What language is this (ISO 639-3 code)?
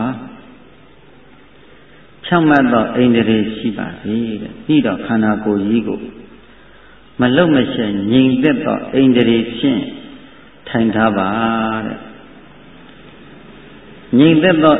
mya